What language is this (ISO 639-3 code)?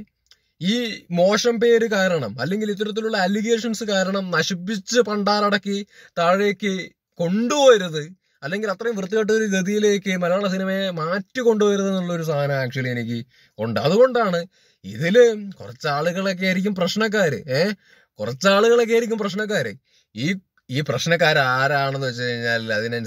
mal